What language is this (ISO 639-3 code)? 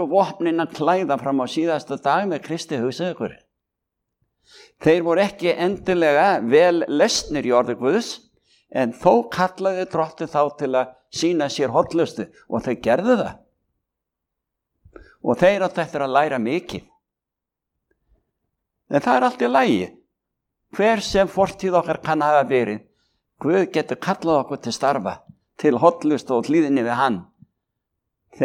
isl